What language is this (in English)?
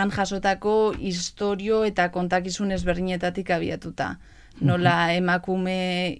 Basque